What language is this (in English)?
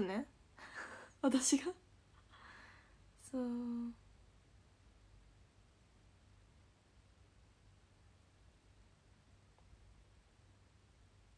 Japanese